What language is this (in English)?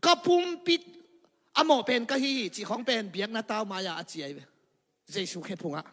Tedim Chin